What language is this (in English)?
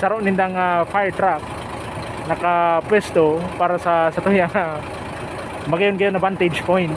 Bikol